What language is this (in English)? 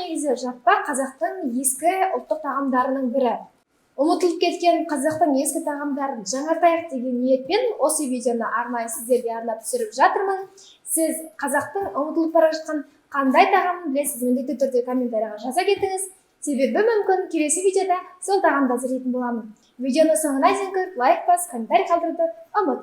Kazakh